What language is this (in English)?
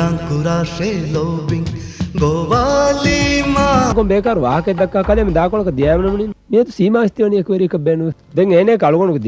Divehi